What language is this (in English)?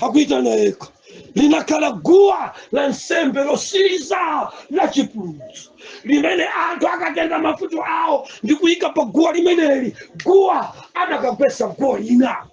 Nyanja